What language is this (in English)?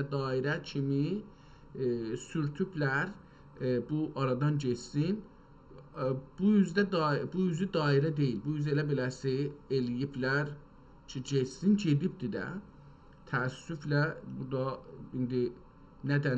South Azerbaijani